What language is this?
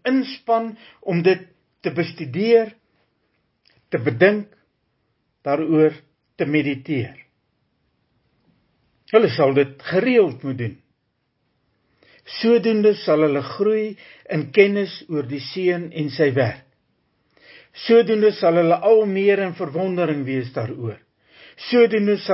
Afrikaans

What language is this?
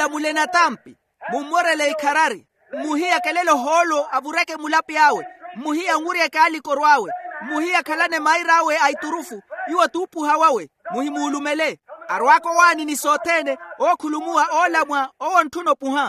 Makhuwa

